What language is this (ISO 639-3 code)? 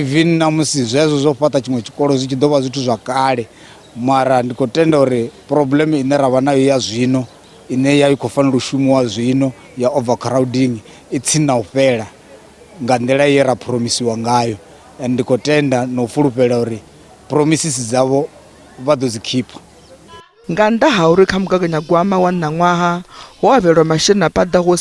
ven